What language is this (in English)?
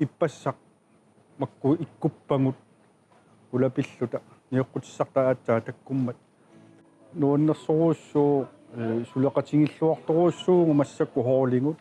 Kalaallisut